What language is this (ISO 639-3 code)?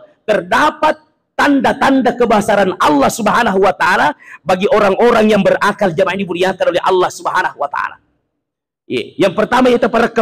bug